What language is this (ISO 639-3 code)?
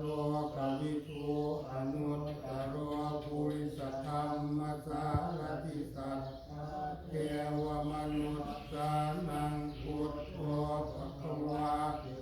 pli